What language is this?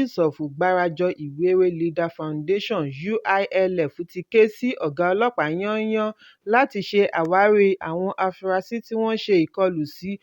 Yoruba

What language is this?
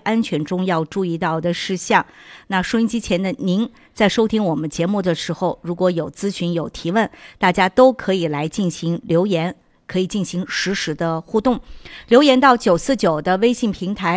Chinese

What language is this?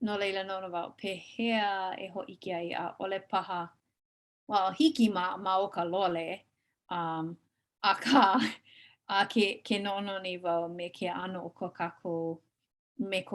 Hawaiian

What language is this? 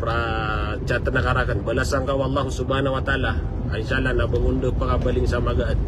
Maranao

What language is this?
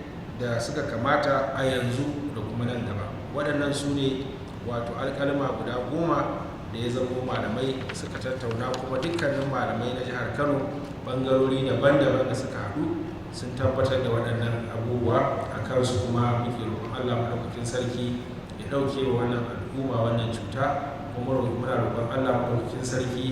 Hausa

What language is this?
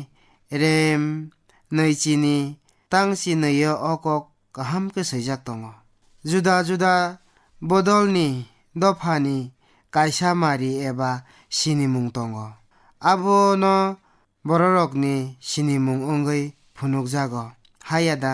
Kok Borok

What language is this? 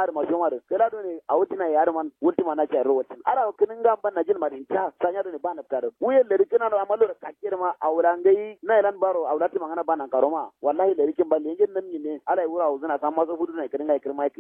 Kanuri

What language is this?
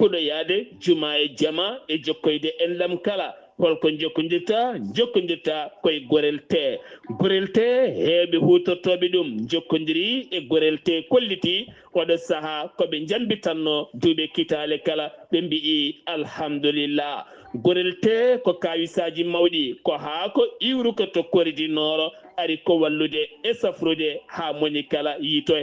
Fula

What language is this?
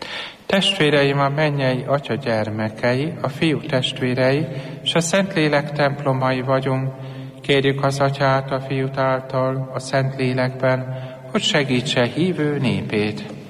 Hungarian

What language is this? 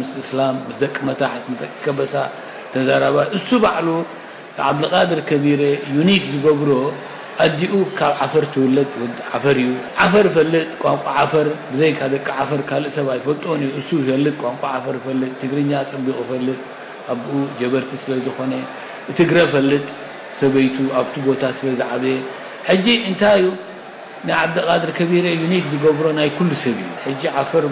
Tigrinya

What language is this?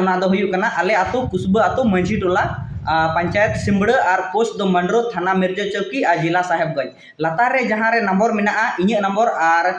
Santali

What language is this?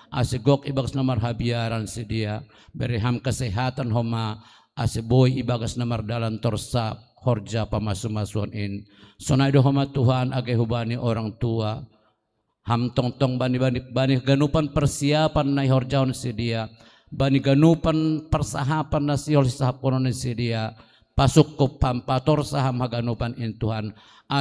Batak Simalungun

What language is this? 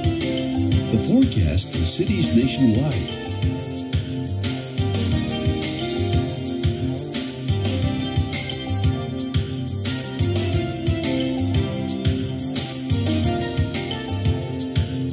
English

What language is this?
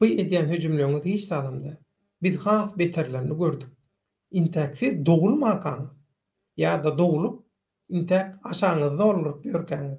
Turkmen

